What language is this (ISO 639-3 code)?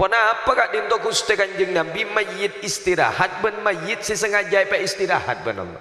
mad